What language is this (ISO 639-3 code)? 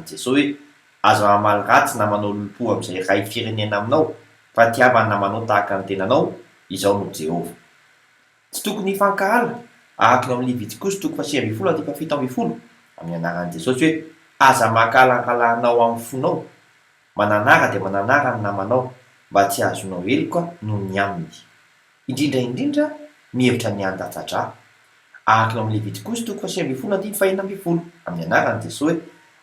mlg